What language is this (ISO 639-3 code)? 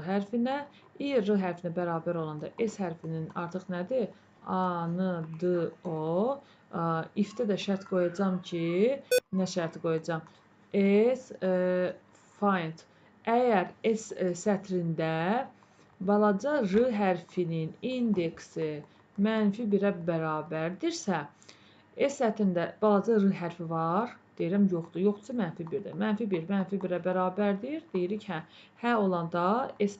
aze